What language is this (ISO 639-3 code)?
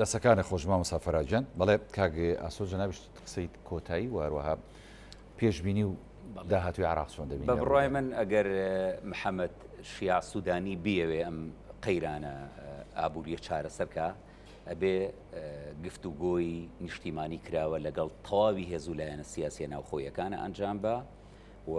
ckb